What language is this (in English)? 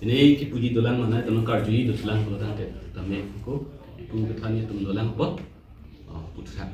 Karbi